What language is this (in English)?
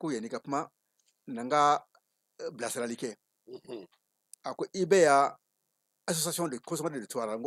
Bambara